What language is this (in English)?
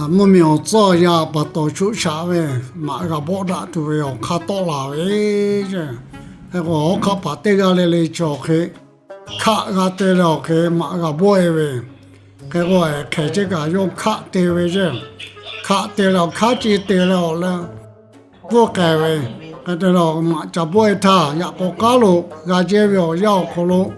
Lahu